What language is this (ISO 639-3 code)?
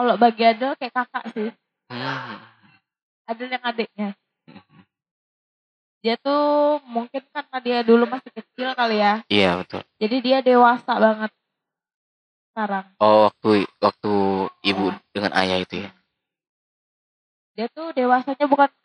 ind